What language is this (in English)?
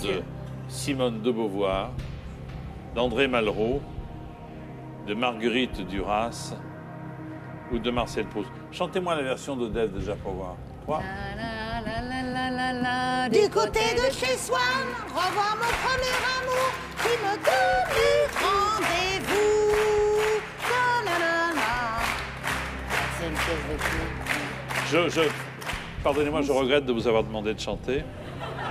French